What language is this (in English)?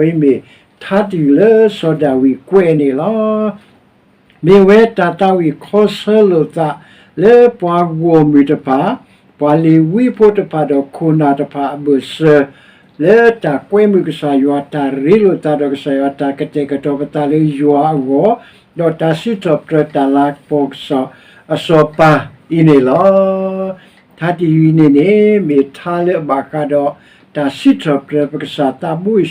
S'gaw Karen